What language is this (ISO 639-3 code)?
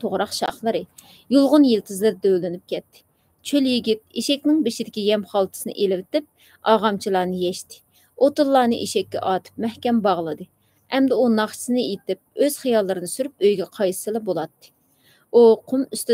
uig